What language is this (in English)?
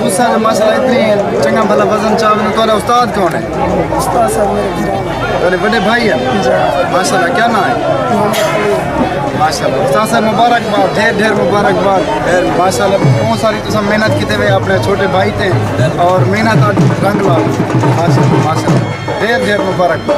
Saraiki